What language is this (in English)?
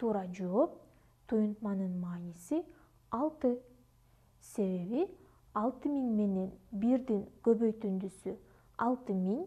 Kyrgyz